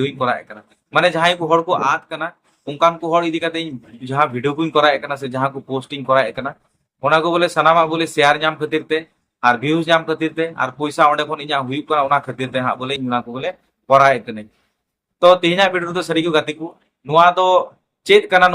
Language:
Santali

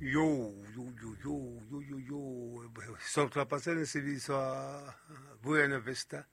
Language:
Southern Sotho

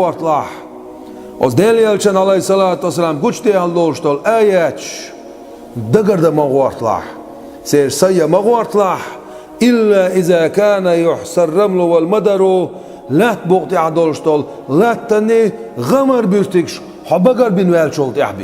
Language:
Chechen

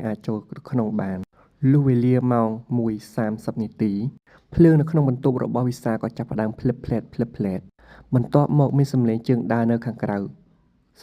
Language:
Khmer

